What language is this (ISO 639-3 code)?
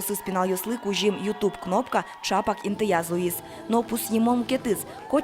udm